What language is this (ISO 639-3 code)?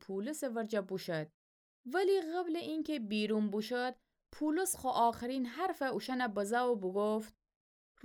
glk